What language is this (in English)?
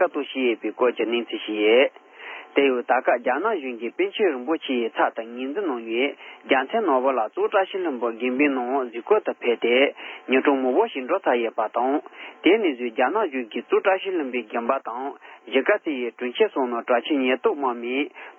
Tibetan